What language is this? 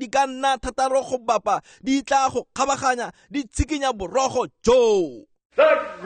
Tswana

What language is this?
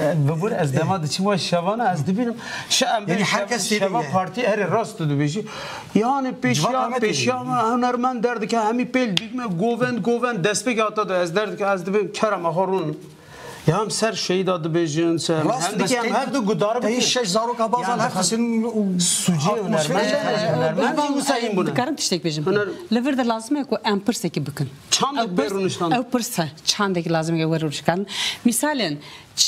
Kurdish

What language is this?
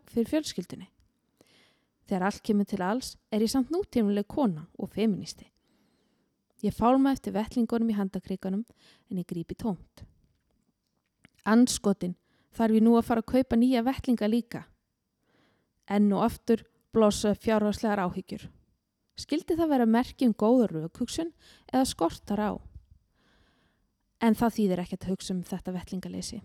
Icelandic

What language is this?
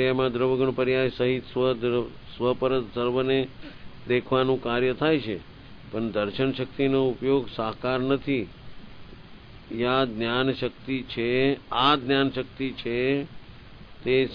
Gujarati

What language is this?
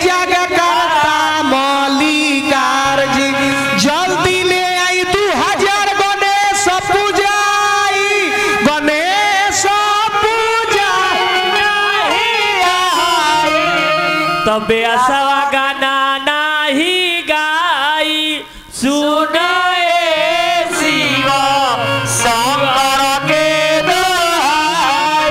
Bhojpuri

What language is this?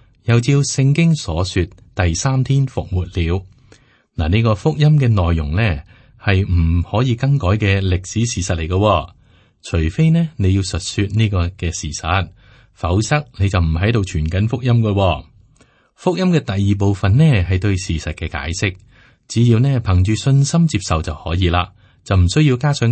Cantonese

